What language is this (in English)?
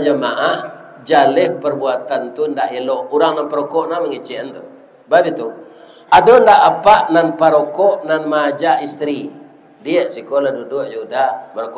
Minangkabau